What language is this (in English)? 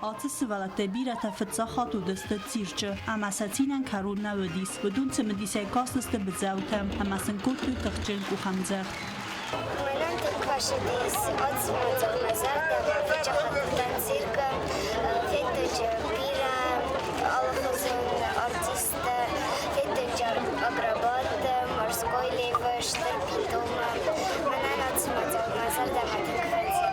Ossetic